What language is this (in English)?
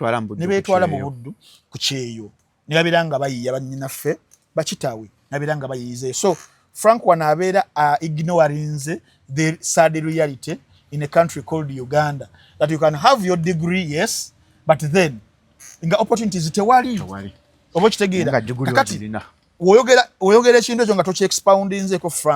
Ganda